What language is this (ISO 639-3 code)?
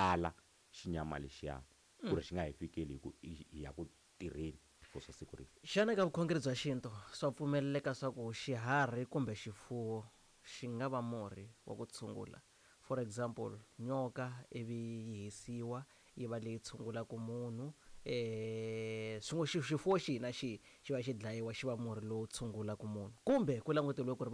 tso